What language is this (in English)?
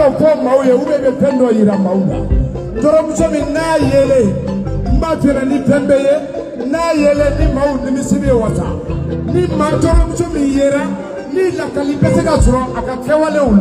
Bambara